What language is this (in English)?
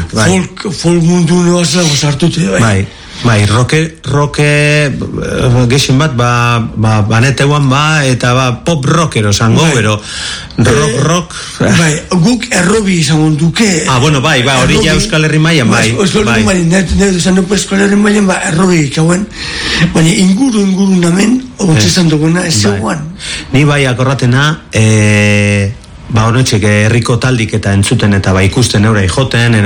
Basque